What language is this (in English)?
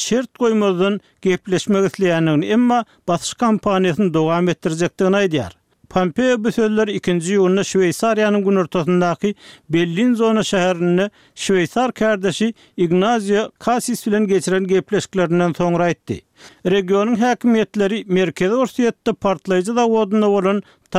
Turkmen